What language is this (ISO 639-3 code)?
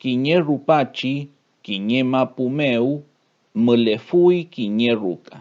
arn